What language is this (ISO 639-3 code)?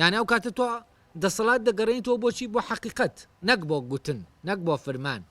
ckb